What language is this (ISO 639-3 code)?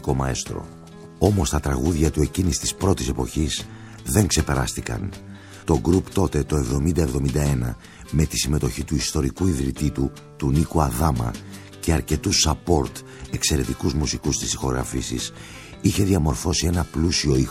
ell